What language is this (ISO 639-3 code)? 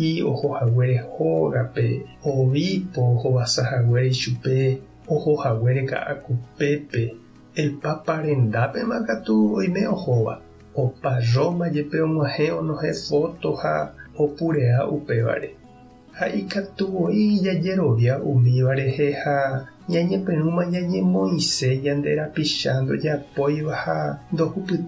grn